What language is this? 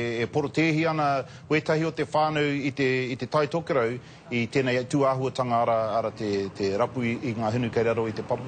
Māori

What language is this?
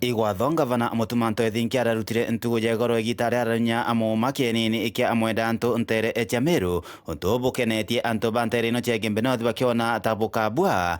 Meru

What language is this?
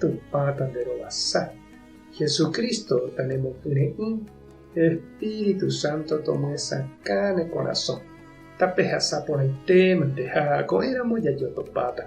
Guarani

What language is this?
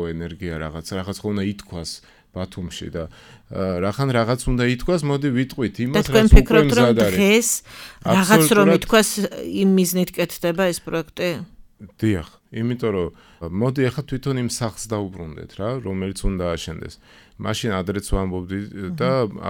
Georgian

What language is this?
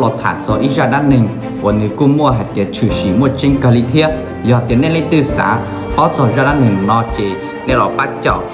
Hmong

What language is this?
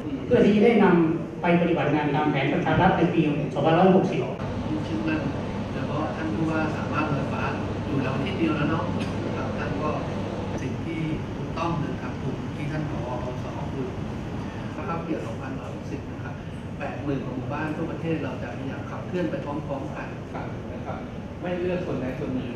Thai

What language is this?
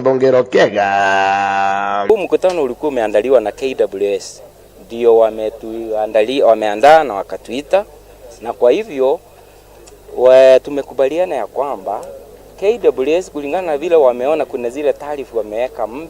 Meru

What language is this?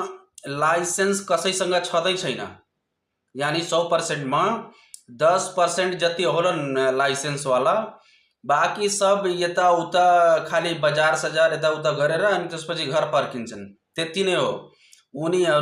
Nepali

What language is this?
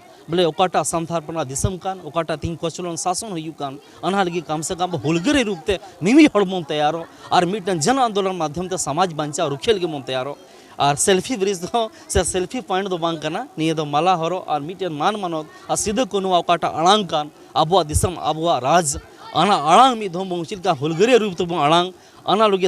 Santali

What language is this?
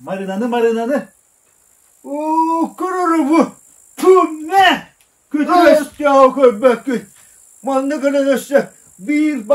Yakut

